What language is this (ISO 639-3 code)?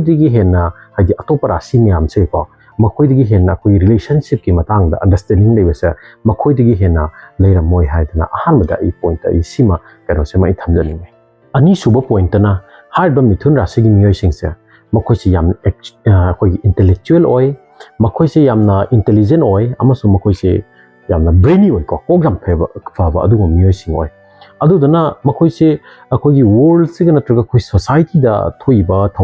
mni